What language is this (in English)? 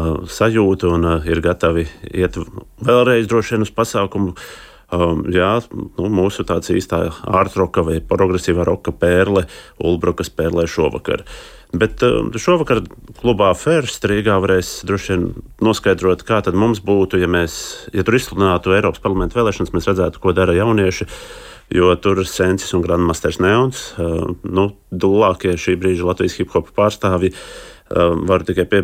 Latvian